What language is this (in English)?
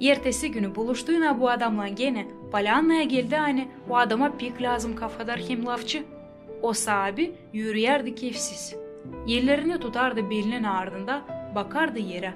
Gagauz